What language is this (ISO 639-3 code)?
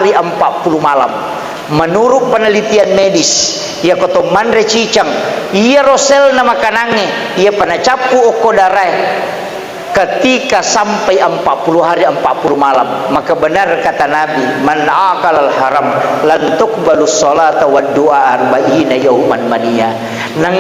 bug